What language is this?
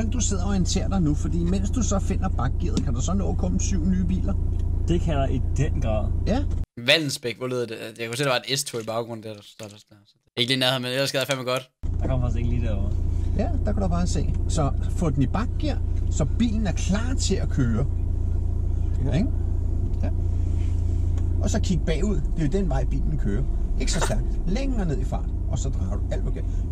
Danish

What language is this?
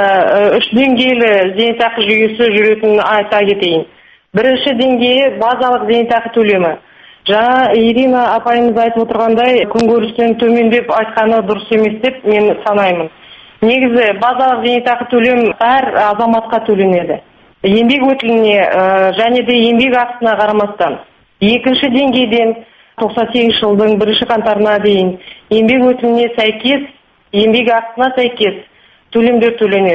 Kazakh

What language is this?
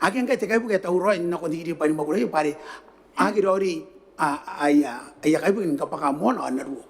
Gilbertese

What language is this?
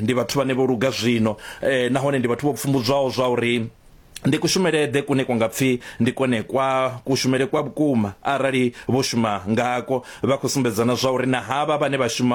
Venda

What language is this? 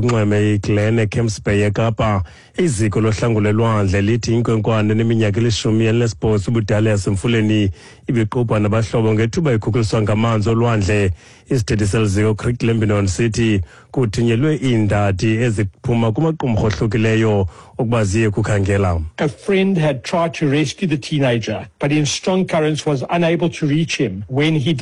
Xhosa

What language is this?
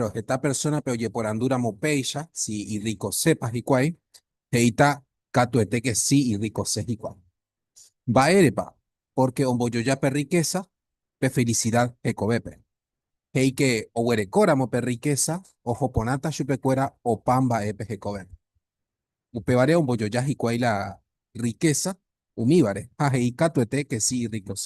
Guarani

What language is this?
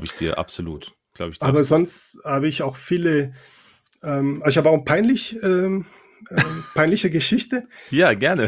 German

